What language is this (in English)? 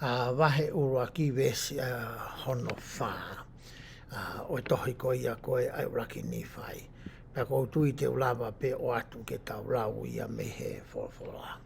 Tongan